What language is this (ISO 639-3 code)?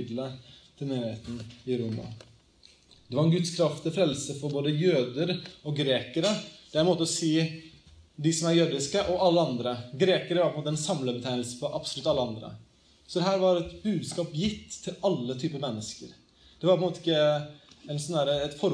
nor